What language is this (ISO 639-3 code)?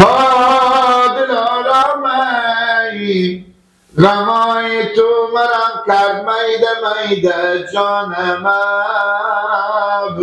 fas